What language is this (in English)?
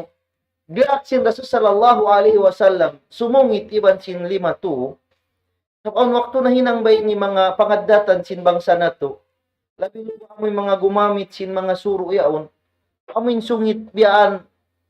Tausug